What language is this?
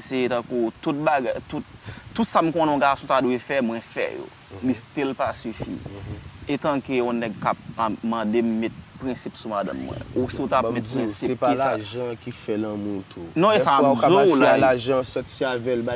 Haitian Creole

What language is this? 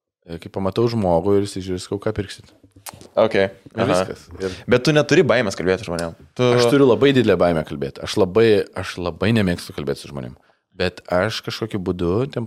Lithuanian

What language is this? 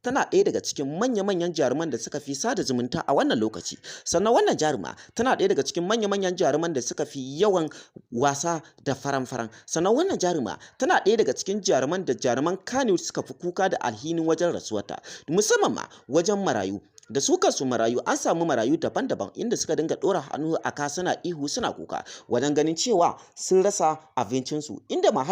Hausa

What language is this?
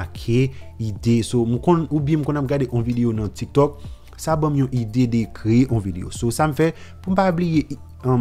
Haitian Creole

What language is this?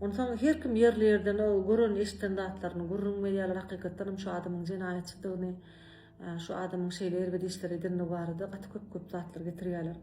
Turkmen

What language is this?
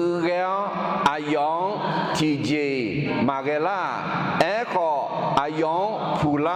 Akha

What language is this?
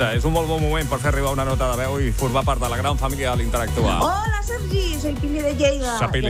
Catalan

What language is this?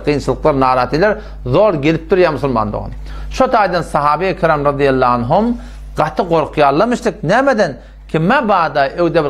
Turkmen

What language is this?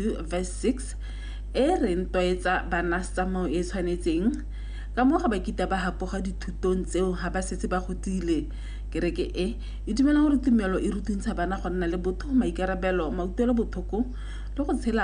Tswana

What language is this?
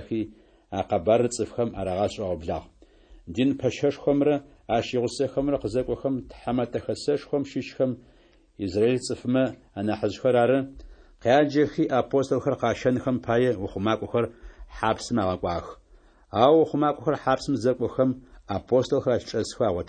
Adyghe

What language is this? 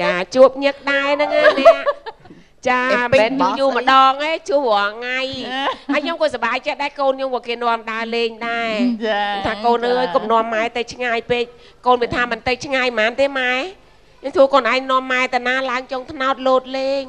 Khmer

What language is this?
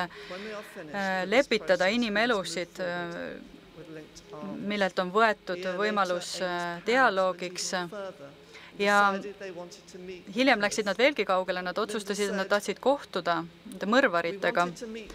Estonian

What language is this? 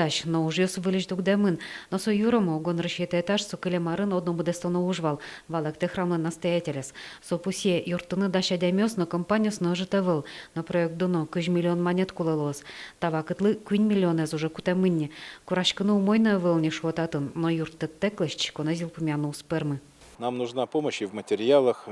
Udmurt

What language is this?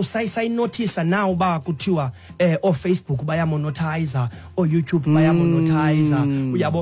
Xhosa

